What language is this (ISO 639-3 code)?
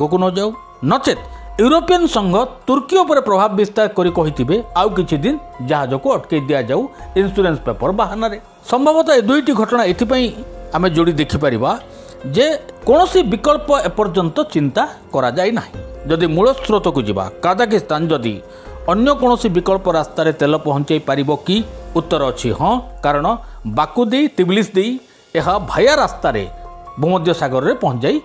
ori